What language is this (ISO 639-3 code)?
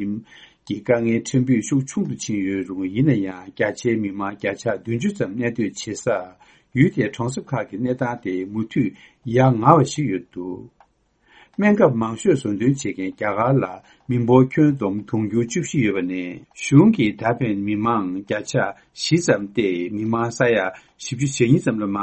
bod